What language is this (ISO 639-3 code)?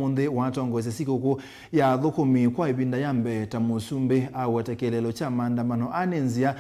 kam